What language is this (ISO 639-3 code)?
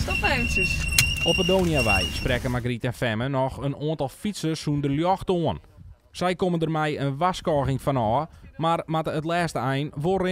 fry